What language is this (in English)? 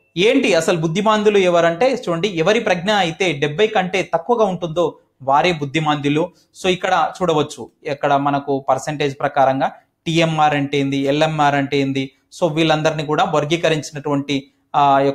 Telugu